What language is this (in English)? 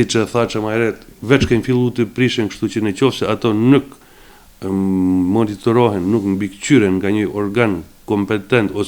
Albanian